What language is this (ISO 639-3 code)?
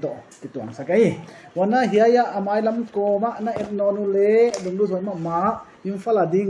pck